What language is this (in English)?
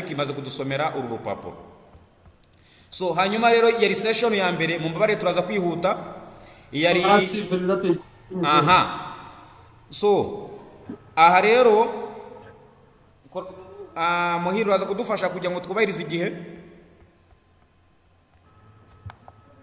Kinyarwanda